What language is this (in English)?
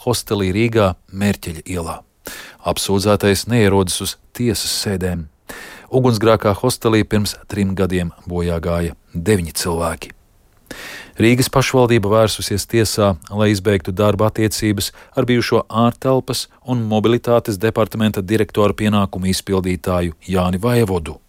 Latvian